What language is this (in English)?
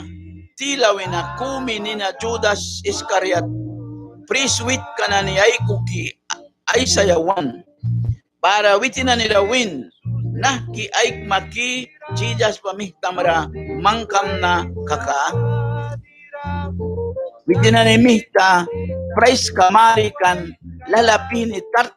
Mískito